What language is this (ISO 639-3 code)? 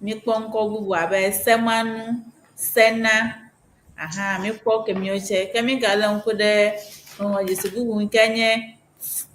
ewe